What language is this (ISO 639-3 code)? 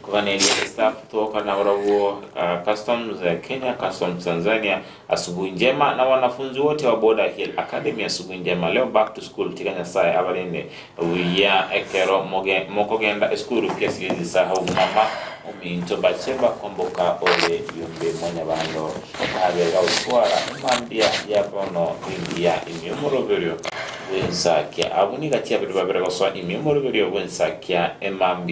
guz